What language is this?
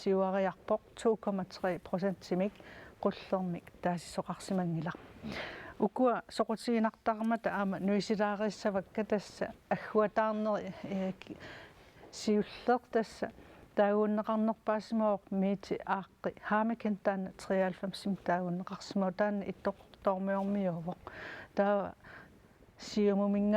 Kalaallisut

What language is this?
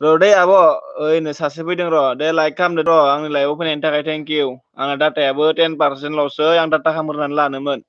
Bodo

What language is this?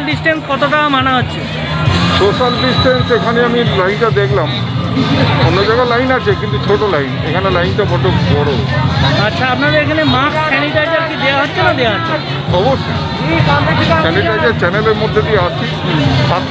Bangla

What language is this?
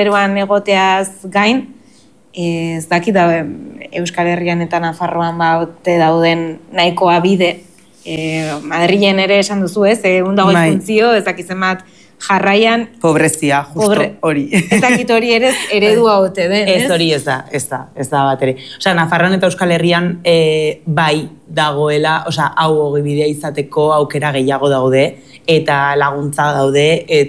Basque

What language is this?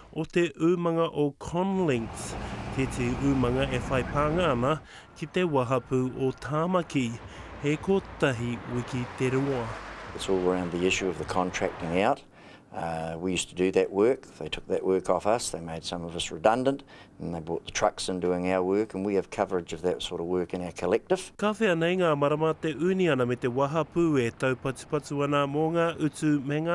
Māori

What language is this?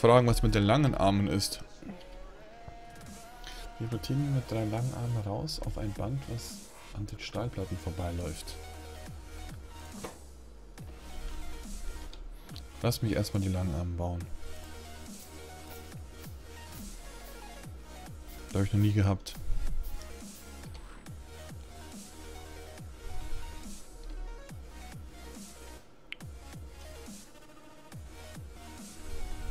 German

